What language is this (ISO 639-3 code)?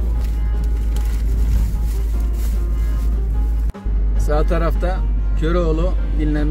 tur